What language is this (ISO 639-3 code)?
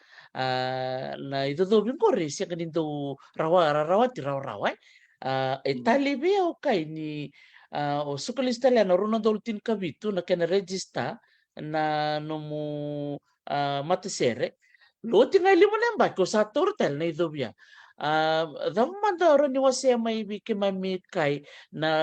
fij